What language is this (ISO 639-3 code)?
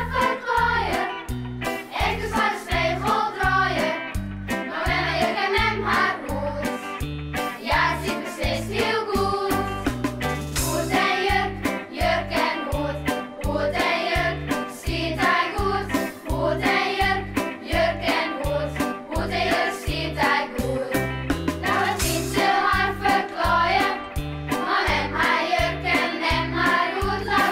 fry